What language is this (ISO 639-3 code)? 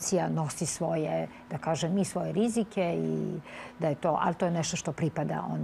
srp